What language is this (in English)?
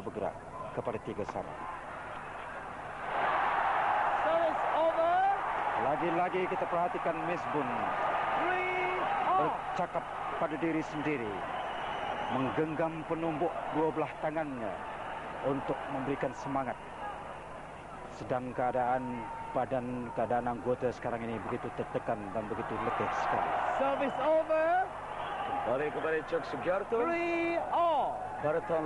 Malay